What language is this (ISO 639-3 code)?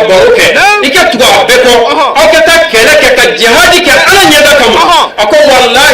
bam